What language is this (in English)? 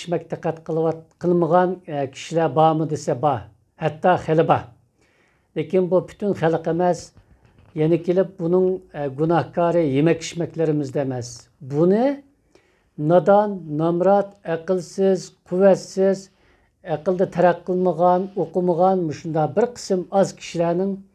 Uyghur